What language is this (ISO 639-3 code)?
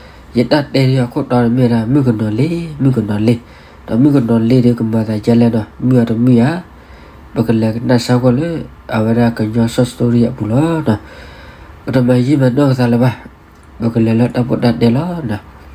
ksw